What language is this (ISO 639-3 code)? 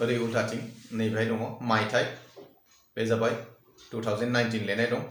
brx